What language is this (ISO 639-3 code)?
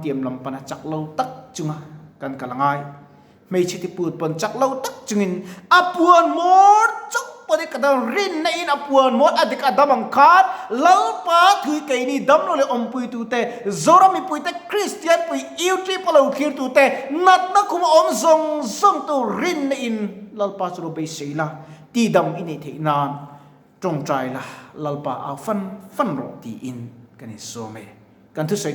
lus